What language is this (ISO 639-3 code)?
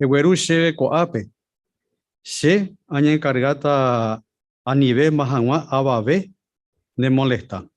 grn